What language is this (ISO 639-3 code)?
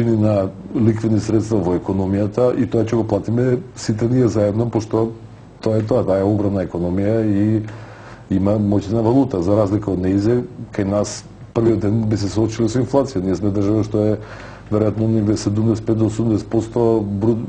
mkd